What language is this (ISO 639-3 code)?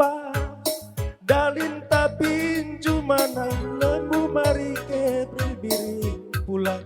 btx